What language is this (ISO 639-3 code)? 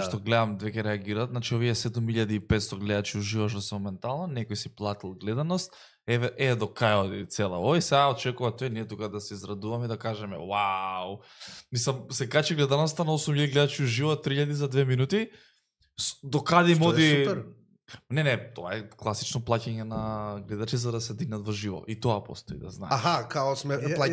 mkd